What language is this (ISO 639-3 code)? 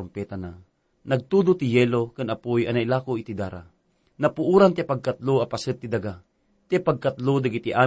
ilo